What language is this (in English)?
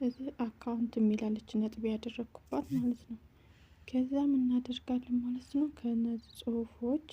Amharic